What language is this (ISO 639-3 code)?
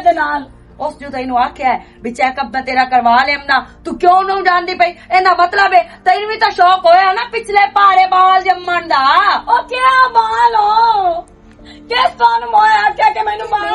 lah